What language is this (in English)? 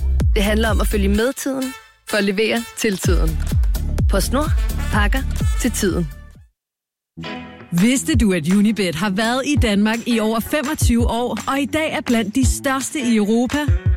Danish